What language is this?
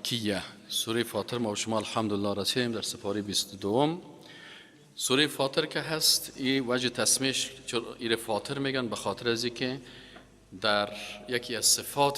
Persian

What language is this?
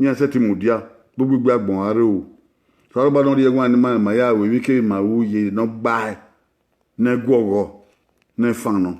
Bini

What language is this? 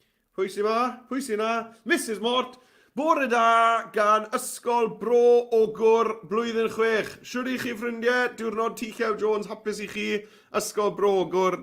Welsh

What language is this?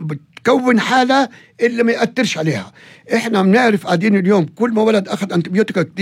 North Levantine Arabic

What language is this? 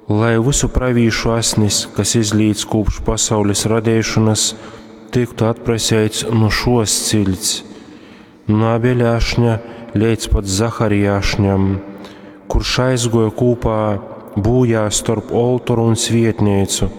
Latgalian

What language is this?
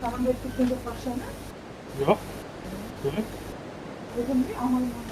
Kara-Kalpak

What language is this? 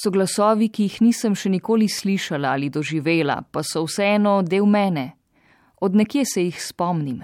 Slovenian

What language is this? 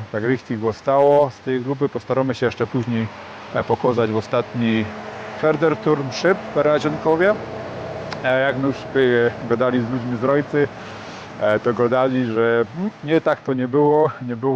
Silesian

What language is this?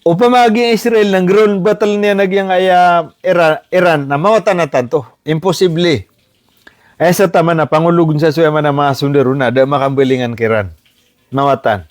Maranao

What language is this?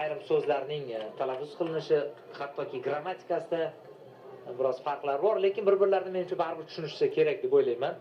Uzbek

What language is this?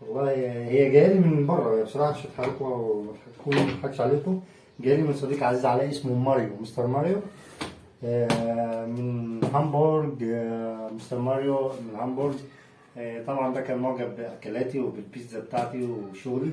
Egyptian Arabic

